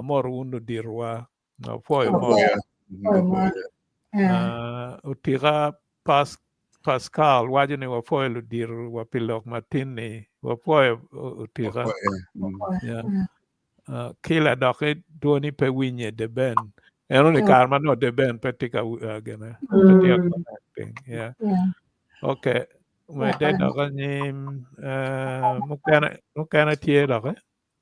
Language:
Acoli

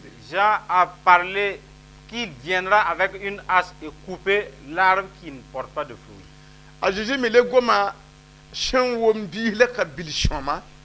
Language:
Mossi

